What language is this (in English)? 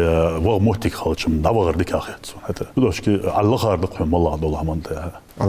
Ingush